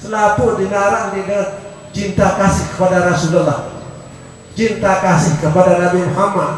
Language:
Sasak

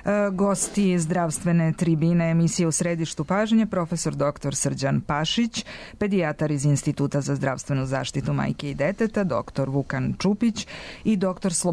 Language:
Serbian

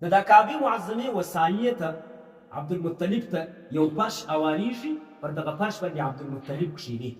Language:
Pashto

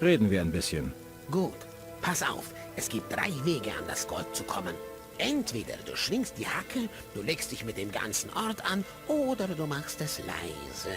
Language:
Bavarian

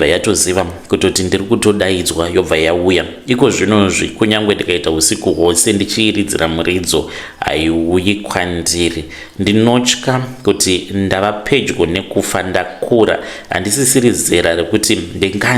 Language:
Shona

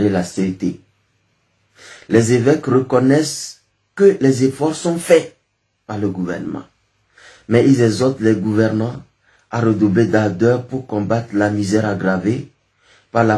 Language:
French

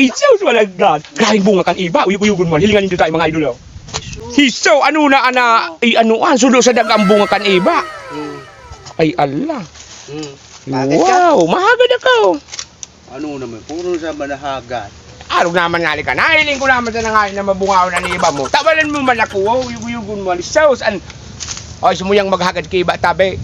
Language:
Bikol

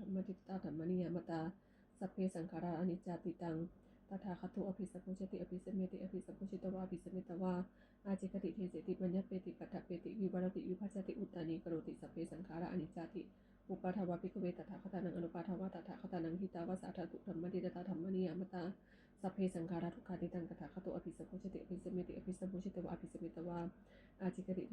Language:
Pali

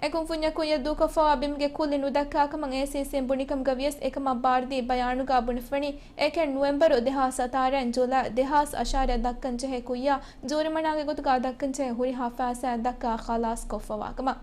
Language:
Divehi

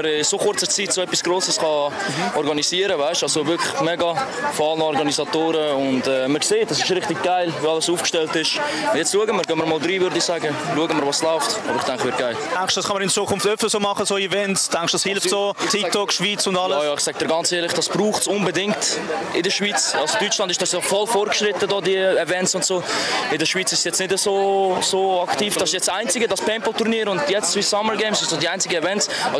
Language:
Swiss German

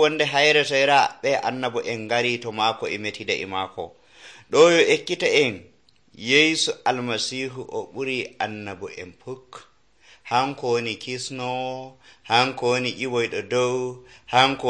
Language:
Nigerian Fulfulde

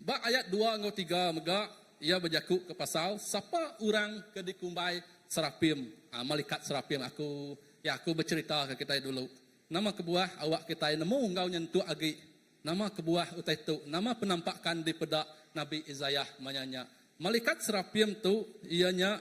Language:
Iban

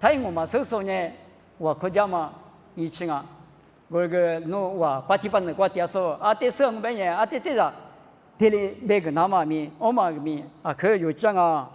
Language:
Lisu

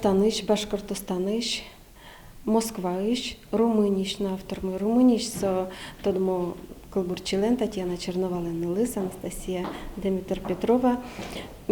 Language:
Udmurt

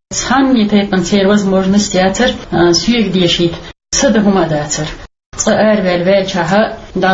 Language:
Chechen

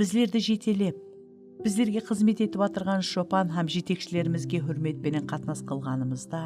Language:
Kara-Kalpak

